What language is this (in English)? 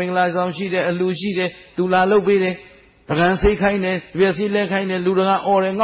Burmese